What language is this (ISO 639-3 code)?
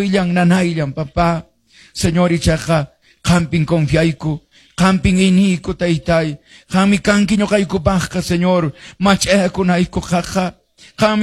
que